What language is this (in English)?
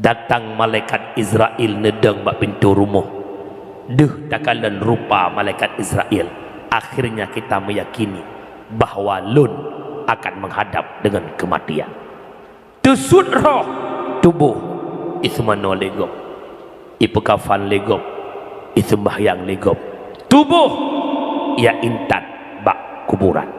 Achinese